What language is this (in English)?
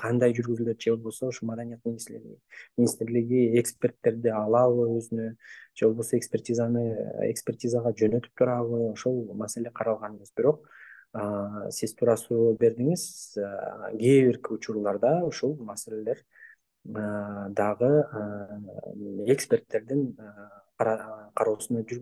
Kyrgyz